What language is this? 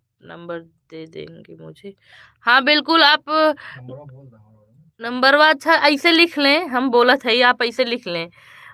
Awadhi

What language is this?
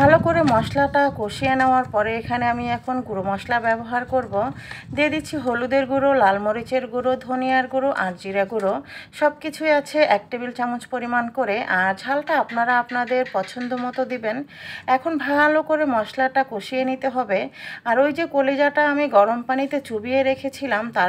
Bangla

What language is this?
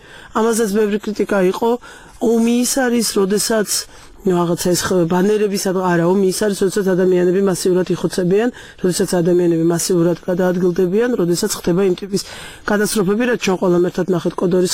Georgian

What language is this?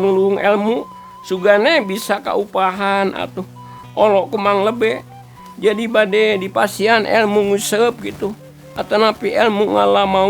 Sundanese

